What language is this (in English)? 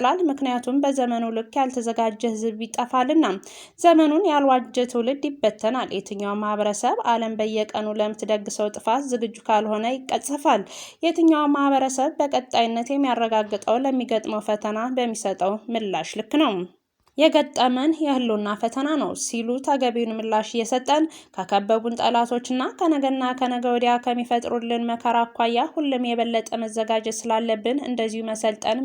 Amharic